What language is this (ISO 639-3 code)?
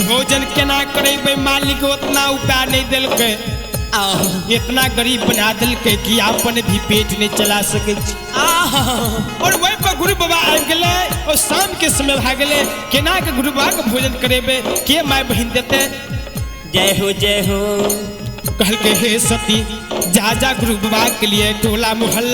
mai